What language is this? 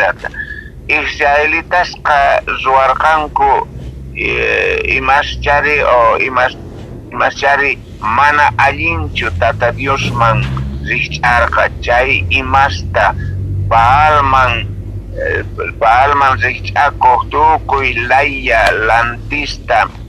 South Bolivian Quechua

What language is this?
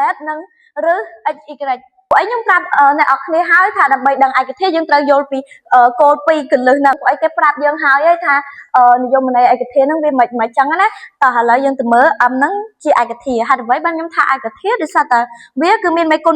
Khmer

